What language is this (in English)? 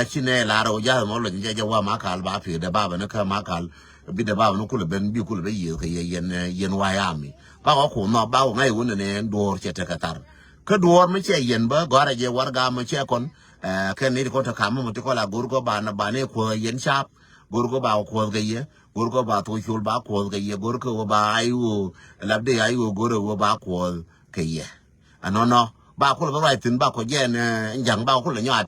Nuer